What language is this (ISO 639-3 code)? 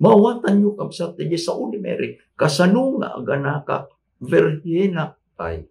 ilo